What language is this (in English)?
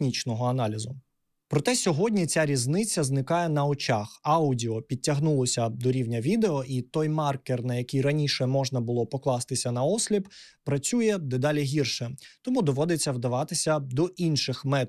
Ukrainian